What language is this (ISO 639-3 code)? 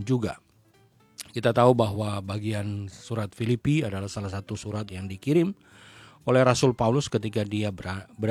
ind